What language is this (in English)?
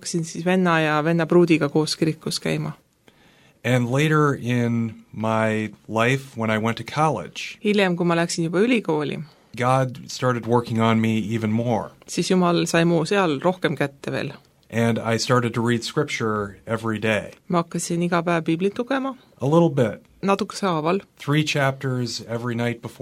Estonian